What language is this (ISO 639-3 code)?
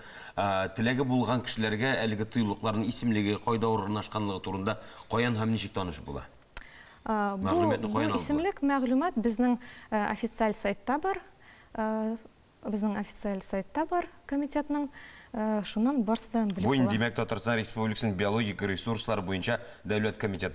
tat